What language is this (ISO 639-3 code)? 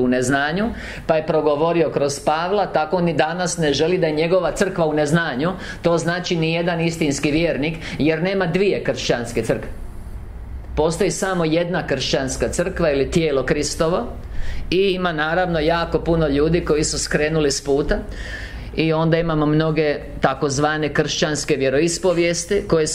hrv